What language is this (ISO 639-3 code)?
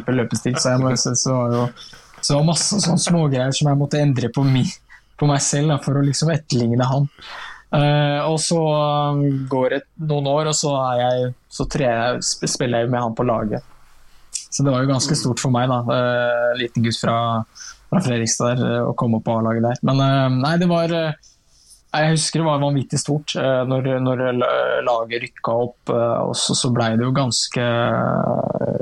nor